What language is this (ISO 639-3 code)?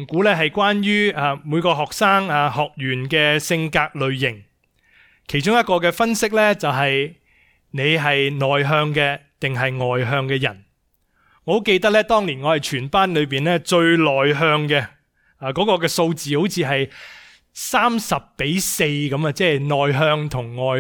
yue